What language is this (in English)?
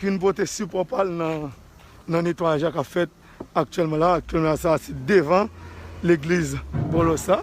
Haitian Creole